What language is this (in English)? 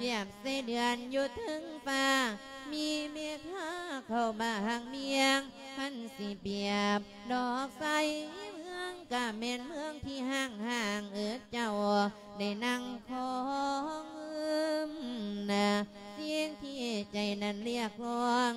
Lao